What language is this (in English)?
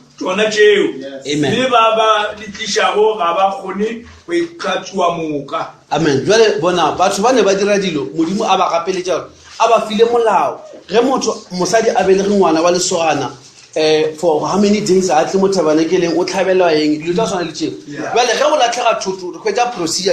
Northern Sotho